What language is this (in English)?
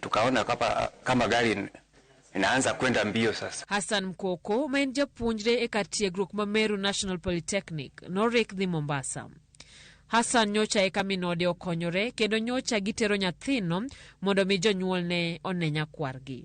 Luo (Kenya and Tanzania)